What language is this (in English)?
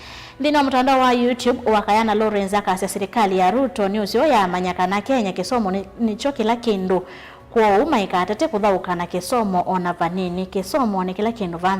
Kamba